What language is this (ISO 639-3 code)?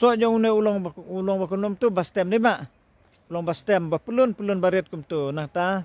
kha